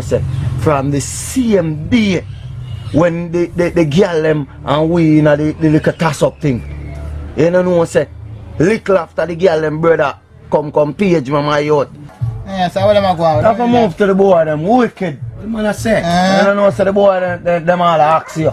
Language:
Jamaican Creole English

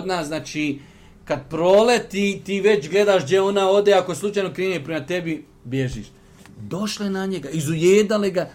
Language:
Bosnian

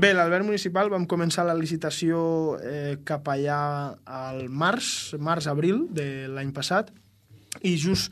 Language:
Catalan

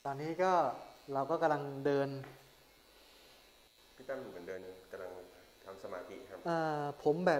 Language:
Thai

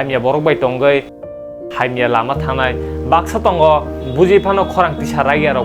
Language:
Kok Borok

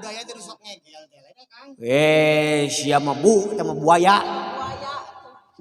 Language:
Sundanese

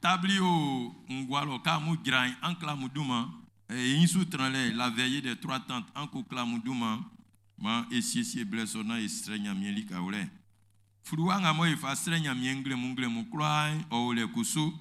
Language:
Baoulé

